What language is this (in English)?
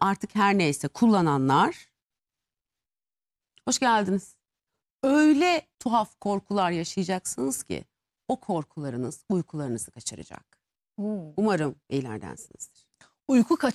Turkish